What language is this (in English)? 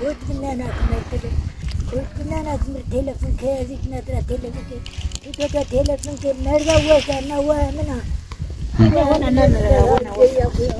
Zaza